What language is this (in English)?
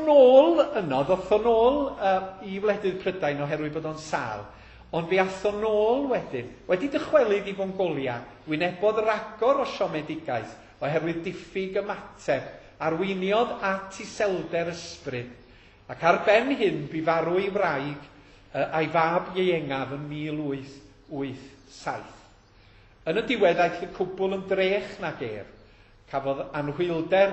Welsh